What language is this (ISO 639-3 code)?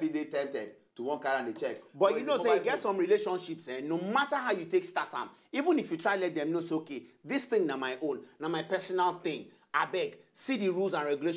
pcm